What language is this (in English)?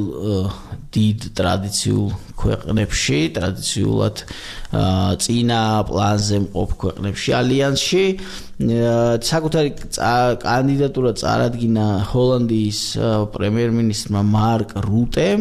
Georgian